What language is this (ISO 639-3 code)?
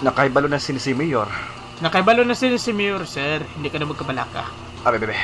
hil